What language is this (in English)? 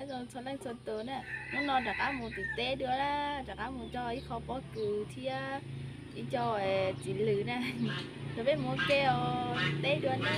Hmong